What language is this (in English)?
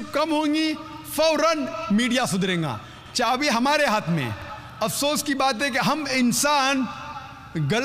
Hindi